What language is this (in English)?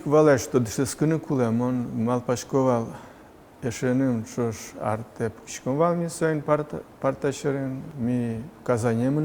Udmurt